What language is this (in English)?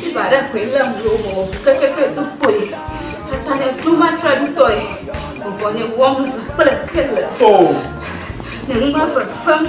Ewe